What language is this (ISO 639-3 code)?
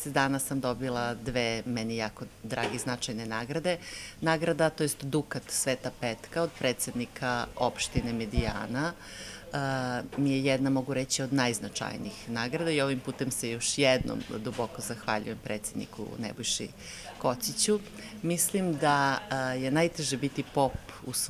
srp